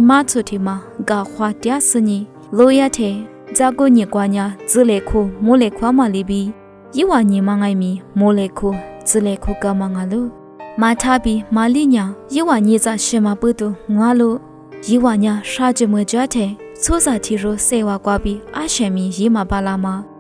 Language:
Lisu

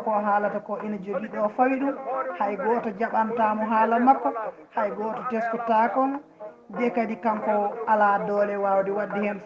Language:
Fula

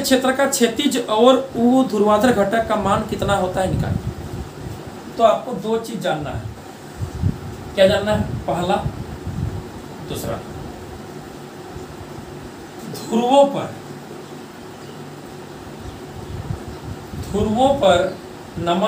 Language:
Hindi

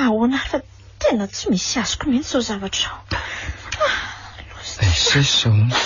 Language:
Malagasy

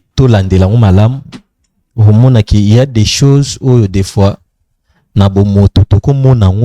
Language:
Lingala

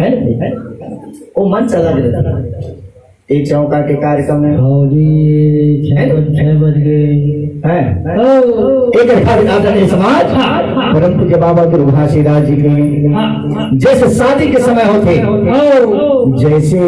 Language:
Chhattisgarhi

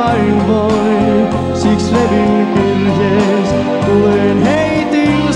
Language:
Finnish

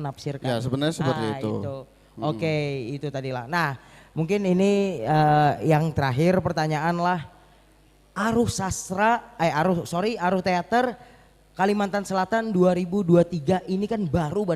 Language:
Banjar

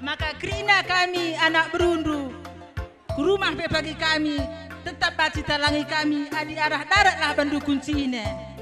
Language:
Batak Karo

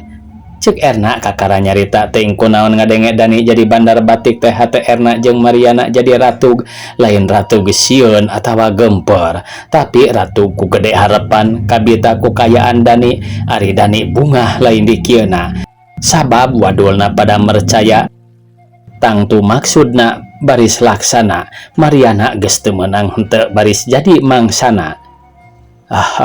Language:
Sundanese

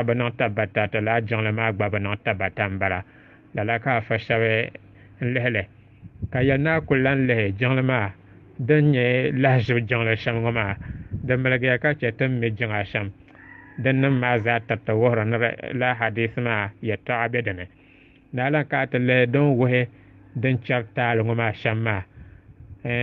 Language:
Dagbani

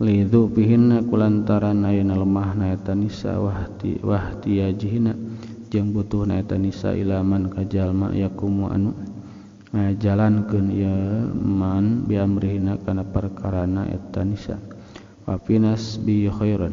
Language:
Sundanese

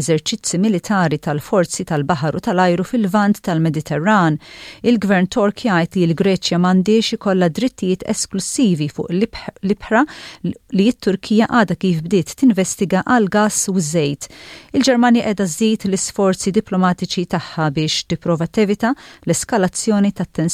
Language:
Maltese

